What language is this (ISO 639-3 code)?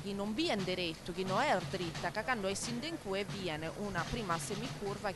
srd